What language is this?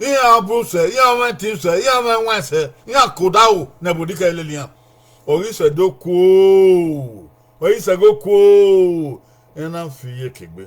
Bini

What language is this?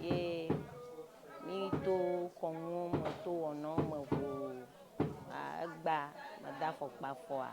Ewe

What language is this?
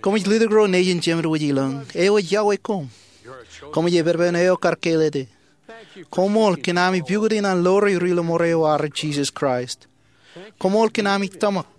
Marshallese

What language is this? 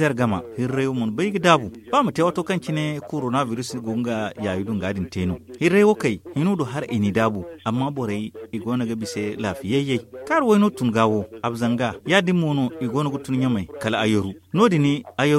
Zarma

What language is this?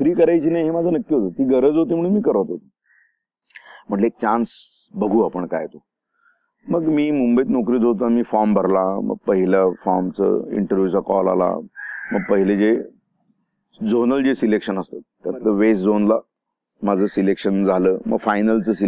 Marathi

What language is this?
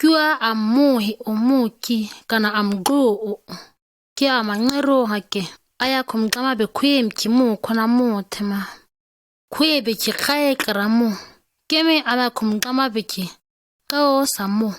ǁGana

